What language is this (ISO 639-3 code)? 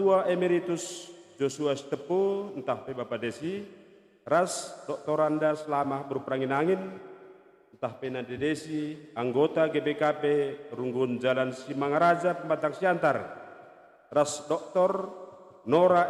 btx